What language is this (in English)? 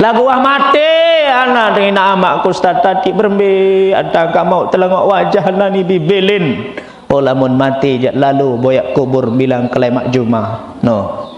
Sasak